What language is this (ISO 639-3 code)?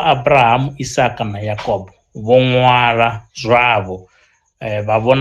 ven